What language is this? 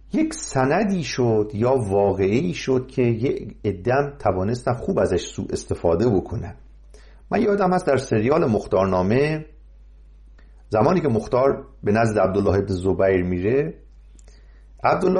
Persian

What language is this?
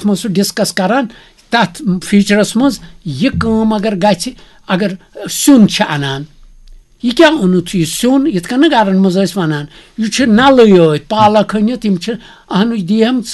Kashmiri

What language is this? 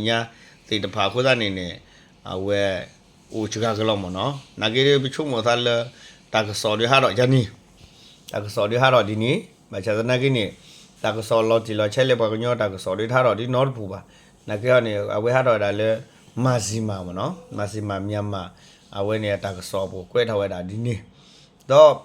S'gaw Karen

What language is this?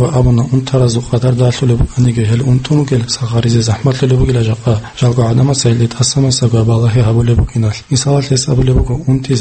Avaric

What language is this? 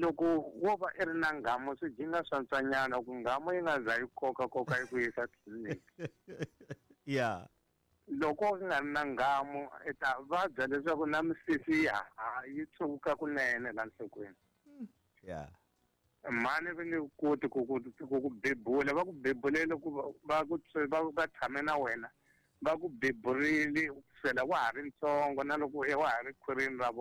Tsonga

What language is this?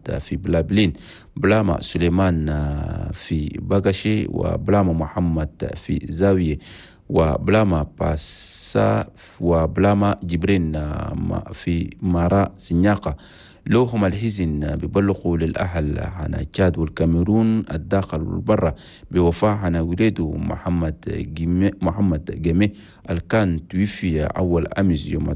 Chadian Arabic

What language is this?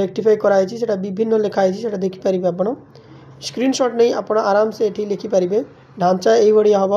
Odia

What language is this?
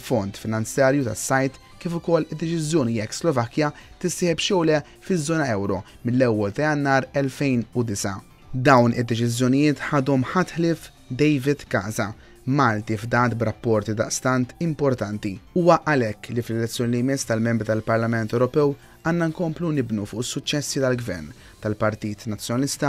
Maltese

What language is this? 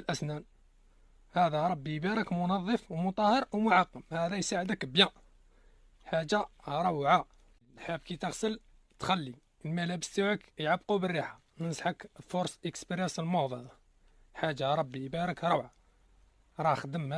Algerian Arabic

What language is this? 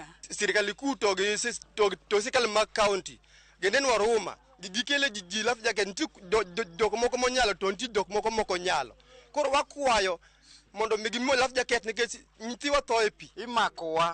Luo (Kenya and Tanzania)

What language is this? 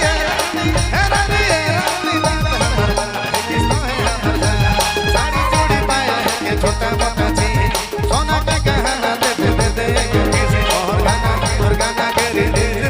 Sadri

